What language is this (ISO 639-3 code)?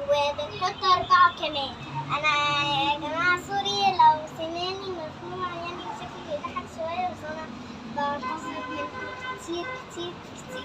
arz